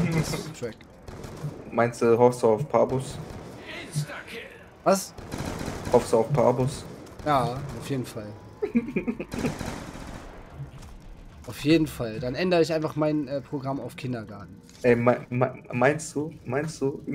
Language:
German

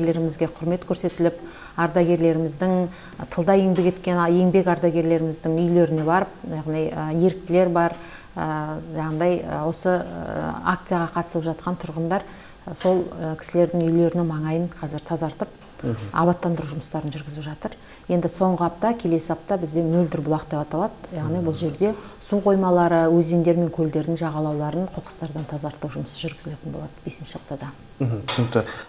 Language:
Kazakh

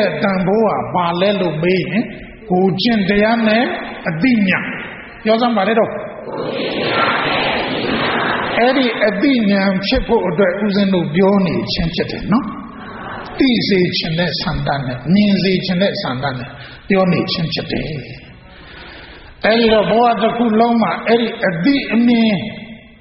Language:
Burmese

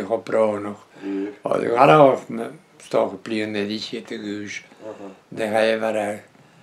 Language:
Breton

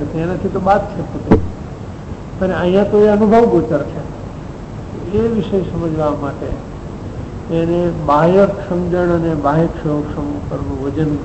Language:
Gujarati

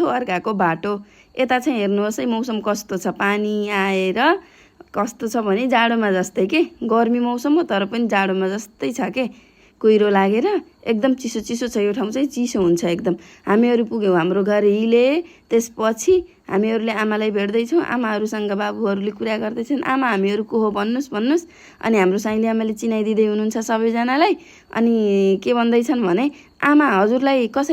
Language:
Nepali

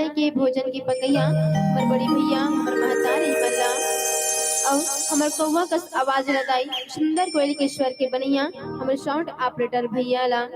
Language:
Chhattisgarhi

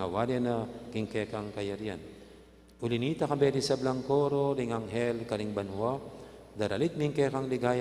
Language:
Pampanga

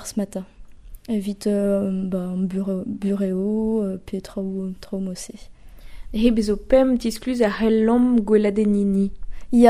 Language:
Breton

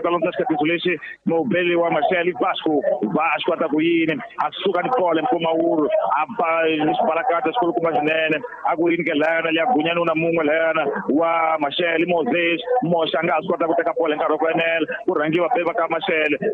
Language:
Tsonga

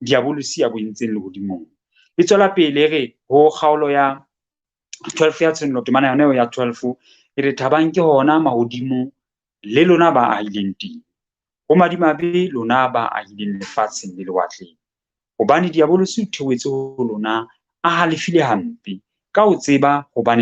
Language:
Southern Sotho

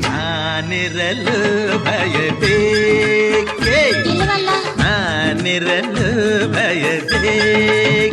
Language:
Kannada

